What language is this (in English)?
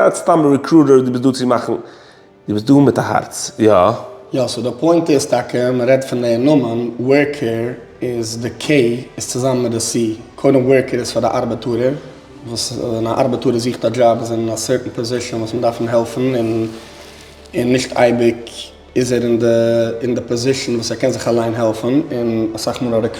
Yiddish